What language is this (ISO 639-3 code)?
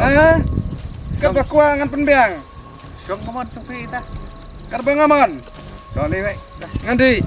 kha